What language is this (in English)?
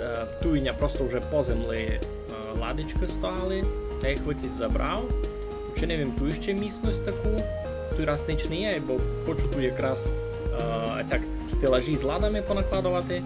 Rusyn